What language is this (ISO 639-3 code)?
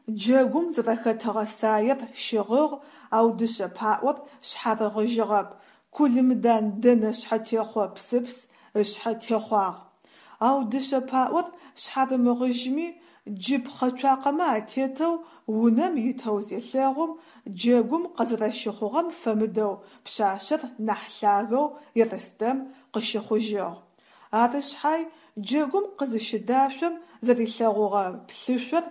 ady